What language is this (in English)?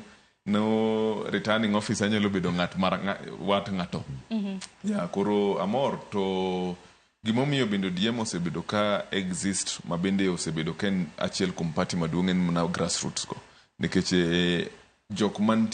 Luo (Kenya and Tanzania)